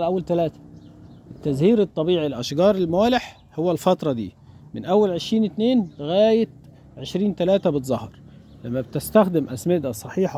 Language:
Egyptian Arabic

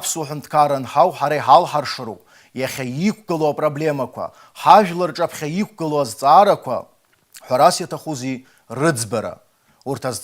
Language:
Abkhazian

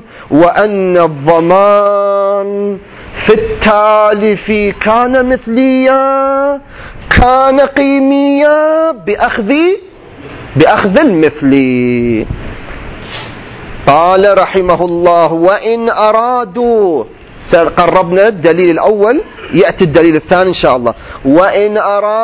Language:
Arabic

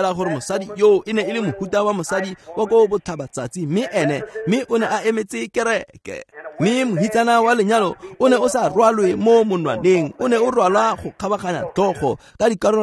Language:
Tswana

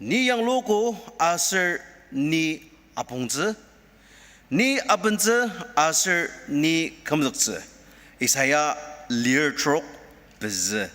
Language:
Ao Naga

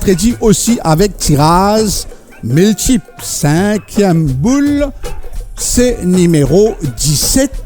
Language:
Morisyen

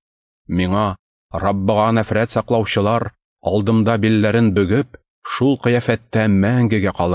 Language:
Tatar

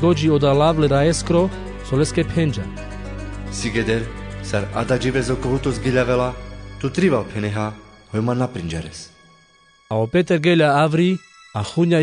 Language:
Carpathian Romani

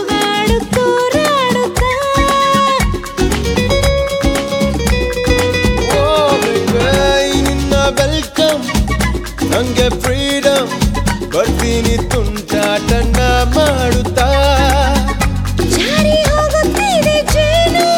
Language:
Kannada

